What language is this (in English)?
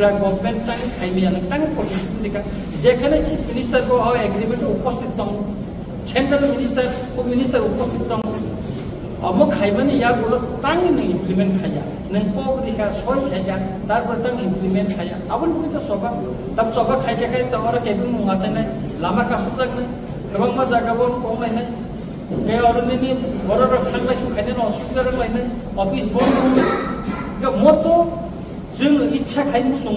Kok Borok